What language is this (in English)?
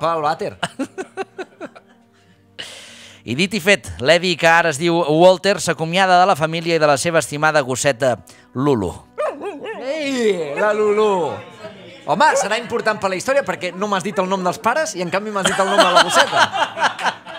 Catalan